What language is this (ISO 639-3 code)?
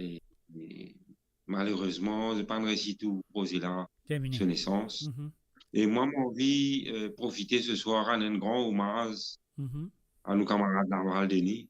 mfe